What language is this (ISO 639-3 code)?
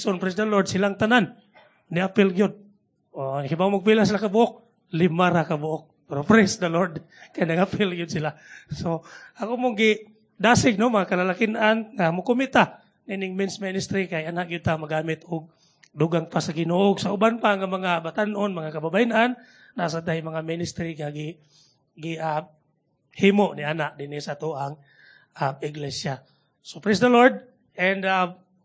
ceb